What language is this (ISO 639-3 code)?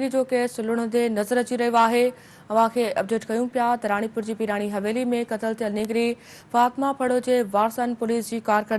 snd